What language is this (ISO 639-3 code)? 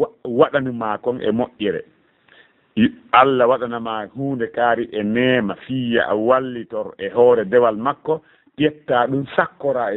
ful